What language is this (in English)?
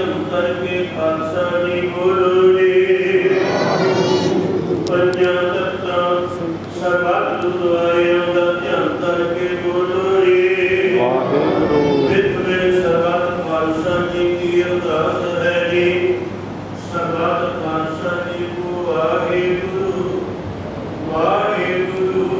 Punjabi